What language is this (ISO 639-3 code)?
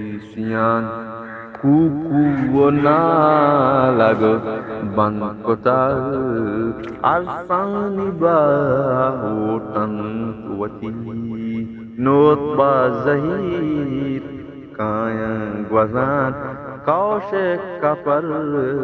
bgp